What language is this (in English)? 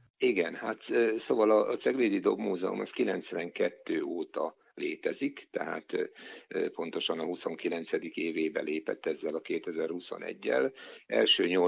Hungarian